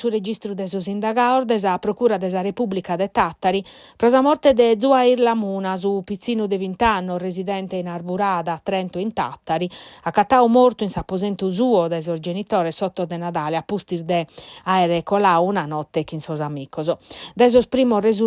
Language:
Sardinian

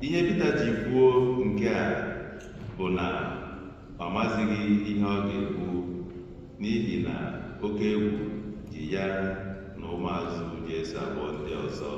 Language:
Igbo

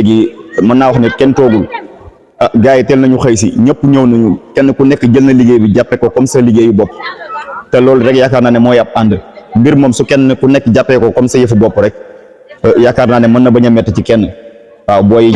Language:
Wolof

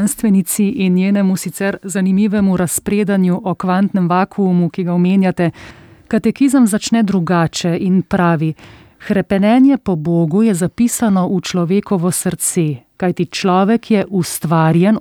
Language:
Slovenian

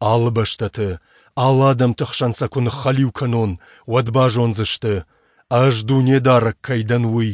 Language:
Ossetic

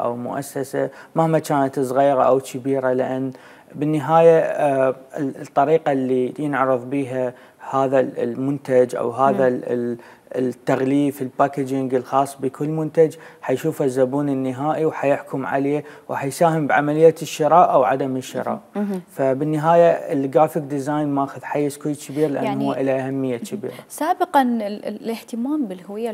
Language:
Mesopotamian Arabic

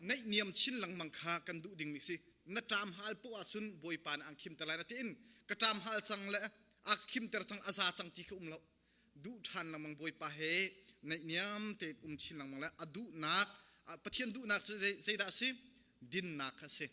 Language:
Hakha Chin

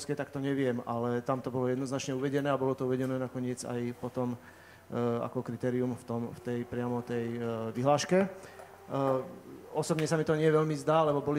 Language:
Slovak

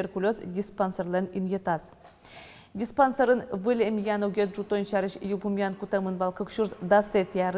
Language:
Udmurt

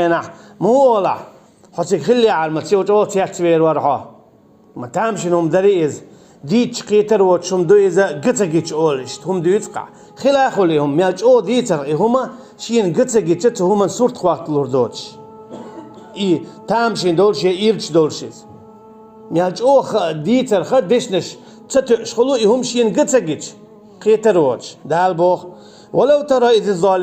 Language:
Chechen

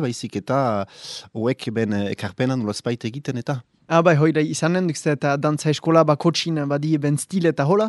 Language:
Basque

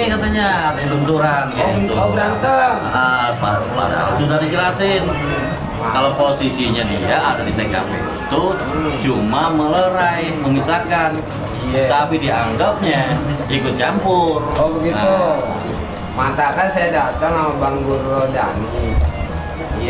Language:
Betawi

